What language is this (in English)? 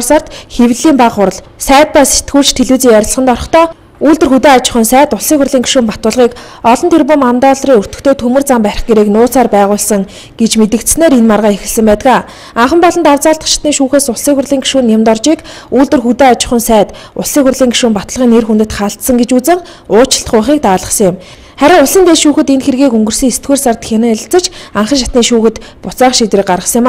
Mongolian